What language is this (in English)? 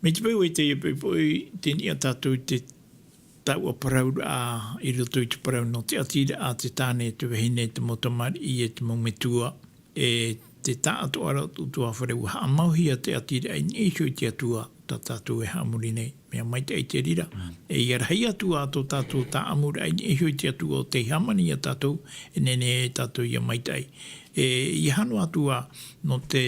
Tahitian